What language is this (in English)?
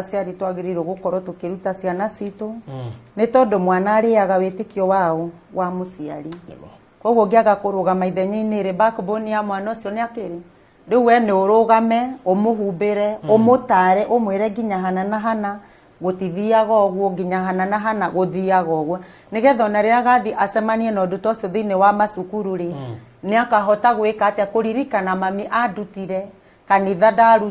Kikuyu